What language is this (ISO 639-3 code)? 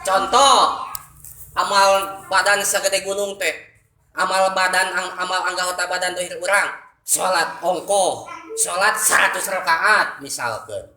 sun